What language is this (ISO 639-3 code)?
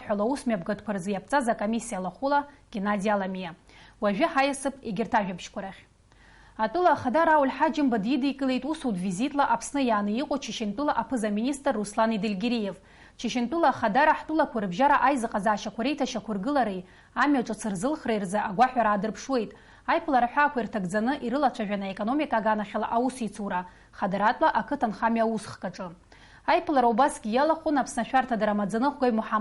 abk